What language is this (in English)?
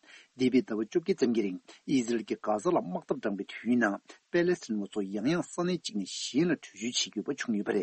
Tibetan